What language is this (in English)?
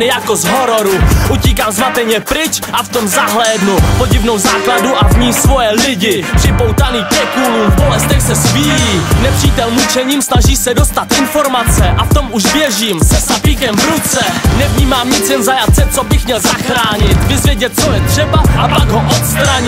Czech